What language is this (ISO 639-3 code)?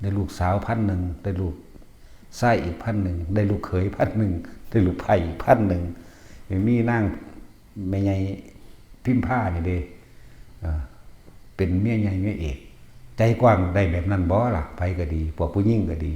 tts